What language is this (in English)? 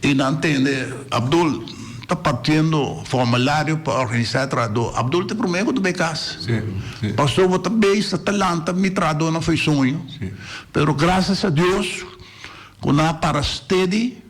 Papiamento